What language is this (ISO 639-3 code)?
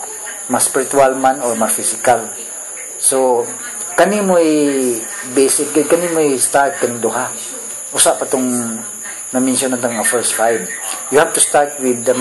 ceb